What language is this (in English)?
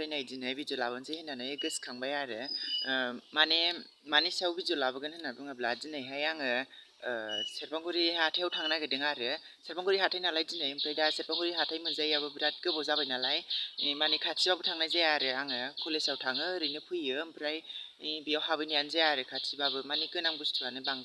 Bodo